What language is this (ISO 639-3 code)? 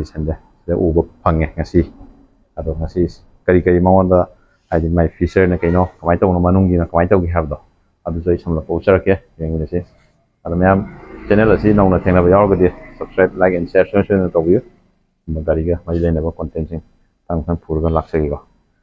mni